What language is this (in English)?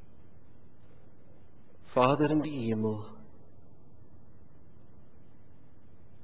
Afrikaans